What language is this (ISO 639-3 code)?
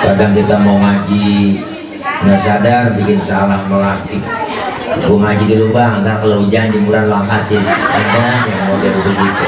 bew